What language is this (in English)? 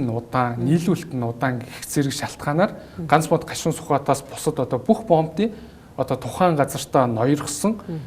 Mongolian